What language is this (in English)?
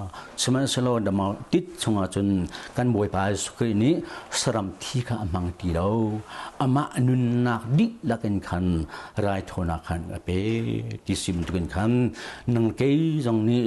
Hakha Chin